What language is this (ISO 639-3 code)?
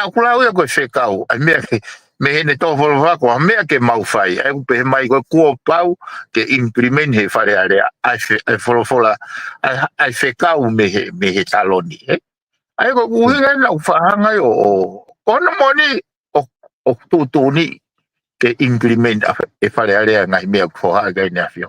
ton